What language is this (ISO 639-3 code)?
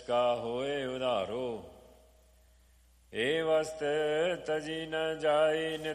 pan